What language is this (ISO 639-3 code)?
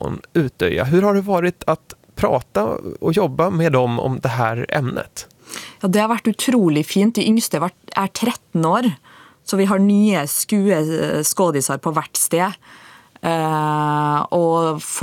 swe